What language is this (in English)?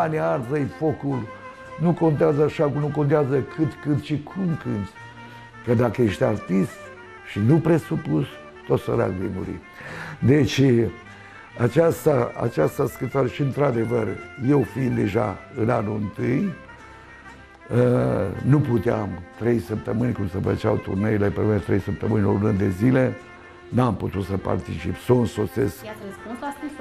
Romanian